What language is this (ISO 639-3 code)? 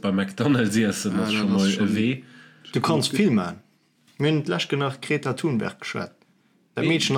ltz